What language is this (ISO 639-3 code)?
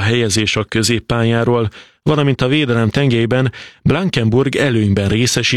hun